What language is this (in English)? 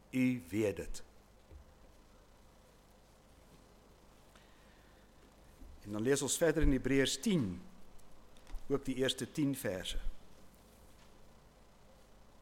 Afrikaans